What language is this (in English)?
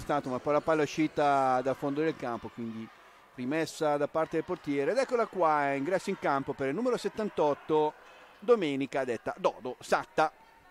Italian